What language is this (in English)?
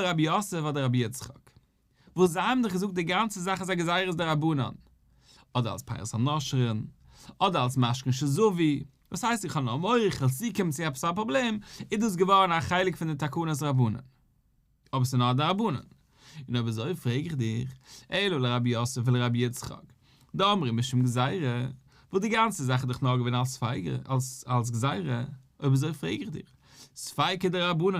Yiddish